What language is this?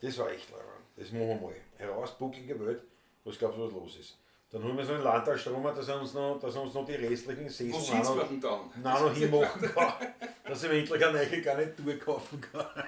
Bavarian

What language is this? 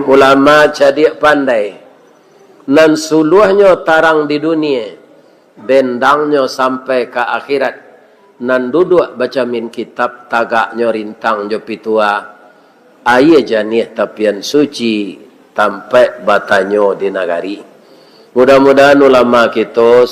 Minangkabau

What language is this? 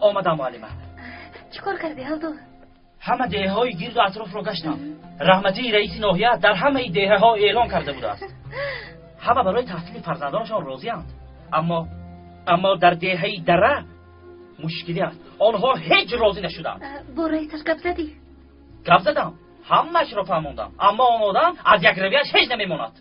Tajik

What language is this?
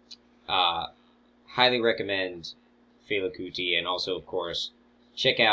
English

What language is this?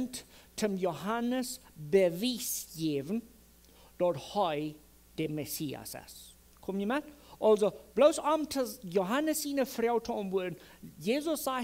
Plautdietsch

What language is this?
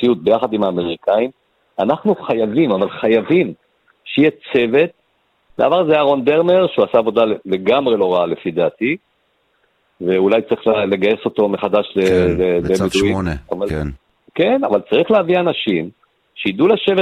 Hebrew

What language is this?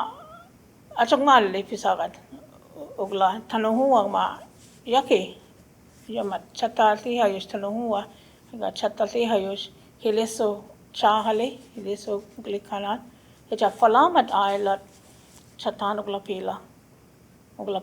Choctaw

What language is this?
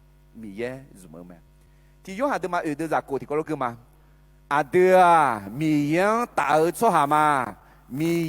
Akha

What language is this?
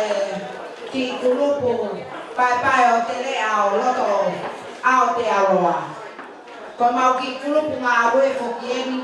Tongan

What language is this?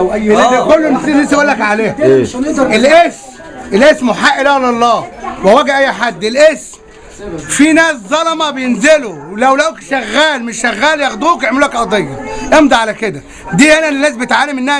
Egyptian Arabic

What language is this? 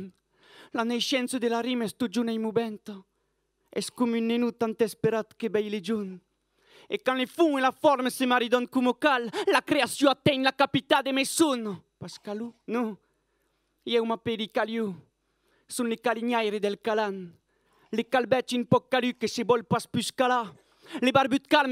Occitan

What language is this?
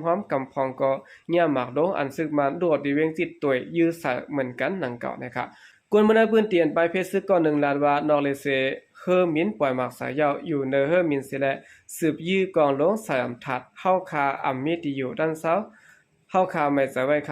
Shan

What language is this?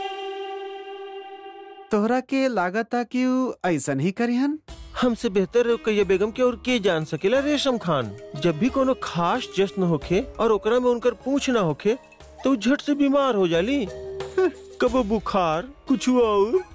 Bhojpuri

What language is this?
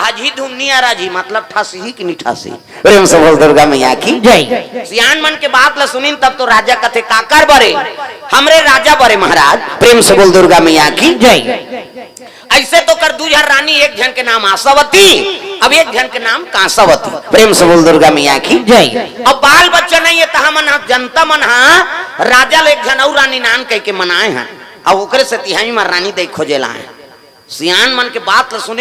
Chhattisgarhi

